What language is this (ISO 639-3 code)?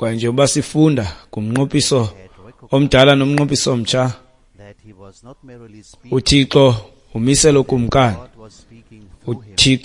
xho